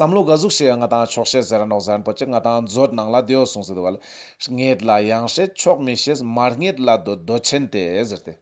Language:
Ladakhi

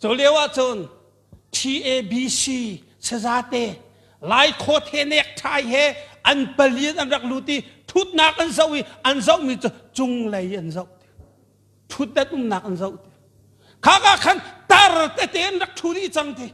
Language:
Hakha Chin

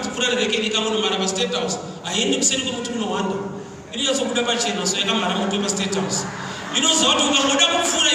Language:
Shona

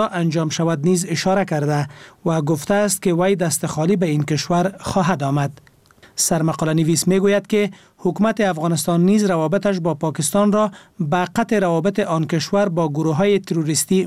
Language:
Persian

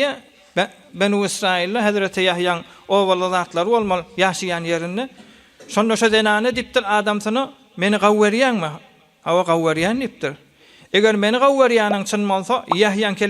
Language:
Turkmen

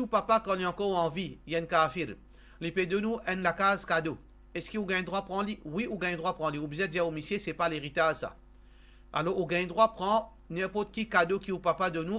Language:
Morisyen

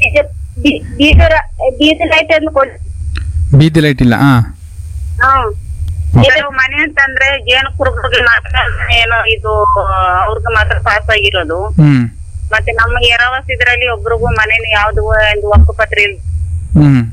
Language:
Kannada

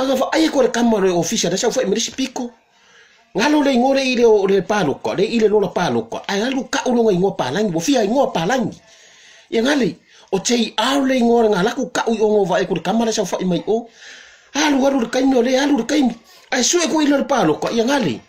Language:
Samoan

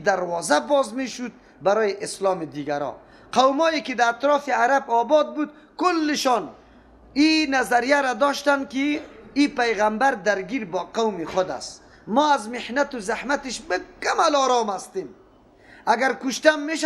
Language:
Persian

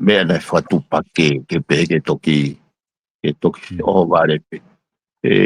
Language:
Tongan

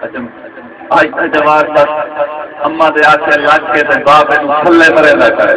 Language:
Saraiki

